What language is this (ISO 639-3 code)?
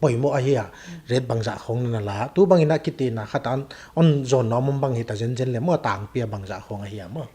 pck